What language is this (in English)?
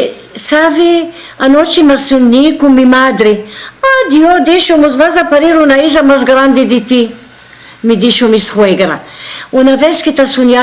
Ladino